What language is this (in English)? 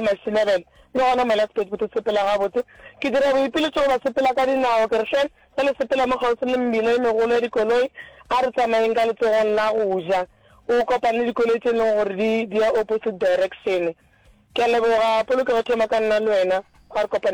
Northern Sotho